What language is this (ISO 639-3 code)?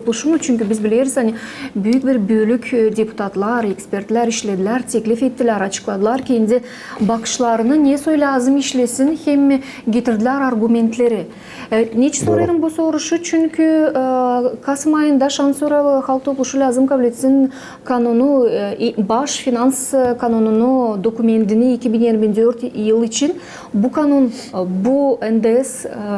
gag